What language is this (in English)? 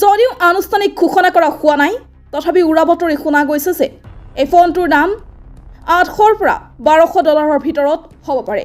Assamese